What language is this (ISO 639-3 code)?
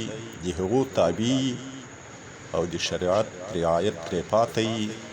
pus